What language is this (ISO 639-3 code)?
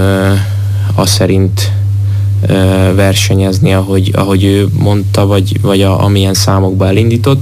hun